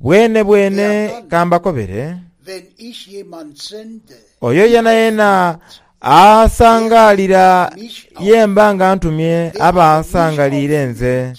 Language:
Soga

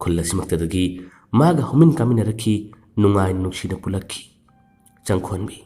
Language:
Manipuri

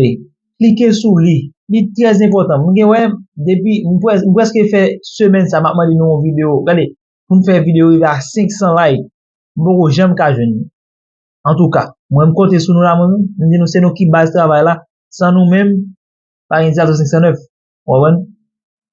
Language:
Haitian Creole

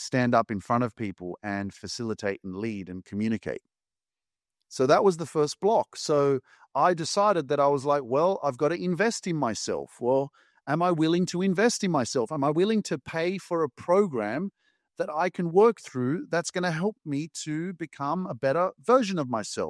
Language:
English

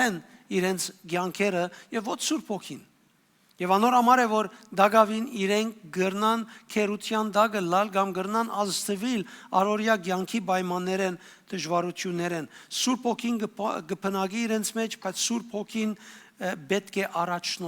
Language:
Western Armenian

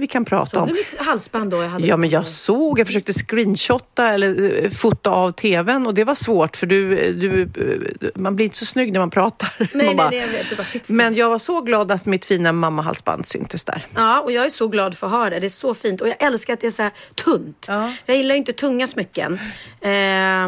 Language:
Swedish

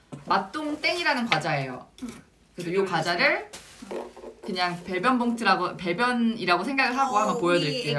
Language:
Korean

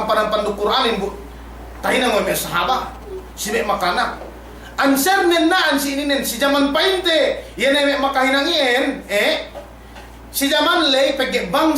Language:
Yakan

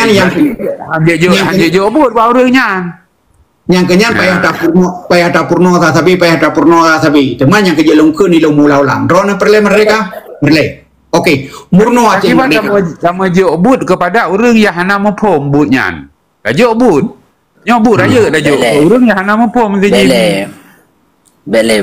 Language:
Achinese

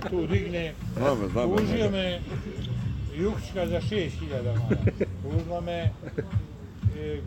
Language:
Bosnian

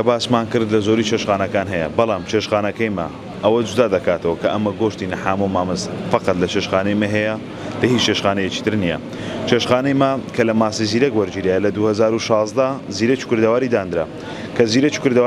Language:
Central Kurdish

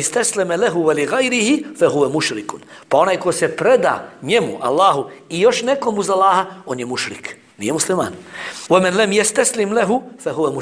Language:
Bosnian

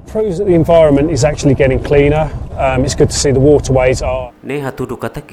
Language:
Tetum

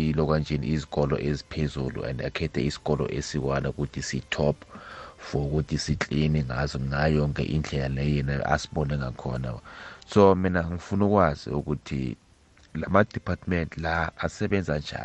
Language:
South Ndebele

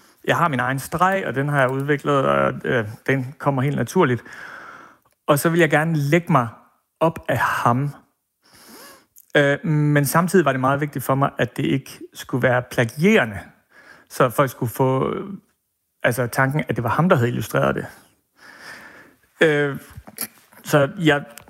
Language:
Danish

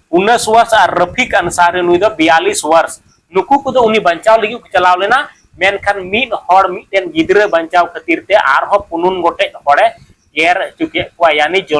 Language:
Santali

